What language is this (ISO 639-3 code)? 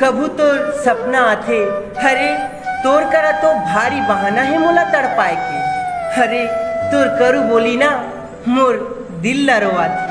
hne